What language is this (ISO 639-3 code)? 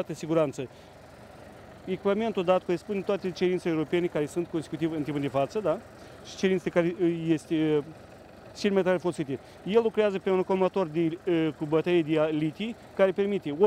ron